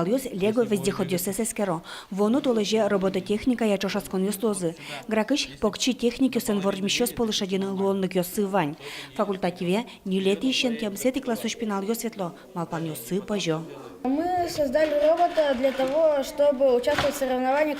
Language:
Udmurt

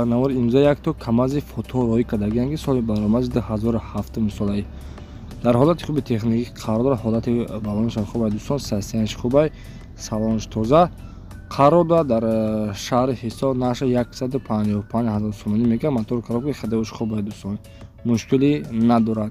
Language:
Tajik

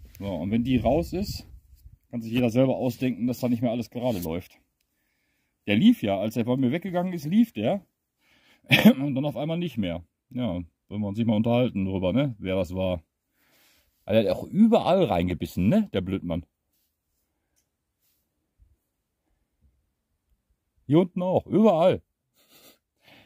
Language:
German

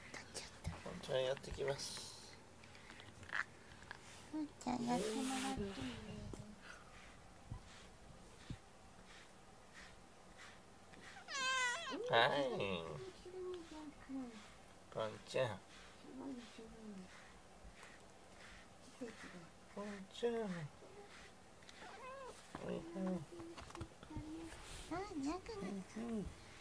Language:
Japanese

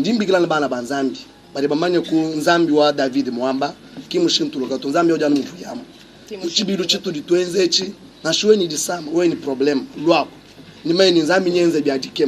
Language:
Luba-Lulua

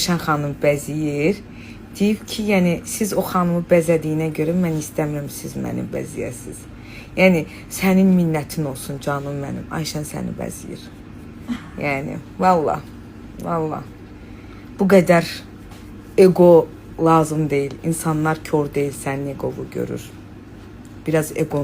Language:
Azerbaijani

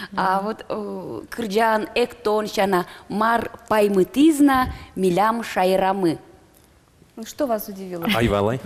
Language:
Udmurt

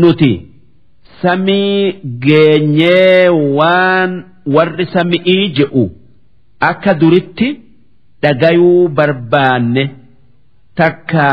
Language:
Oromo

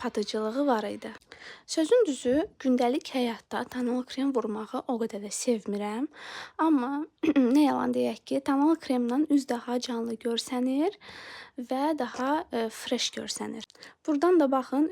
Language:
Azerbaijani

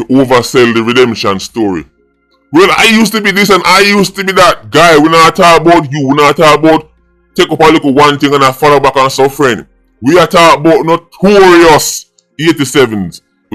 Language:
Jamaican Creole English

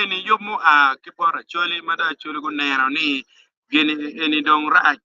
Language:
Acoli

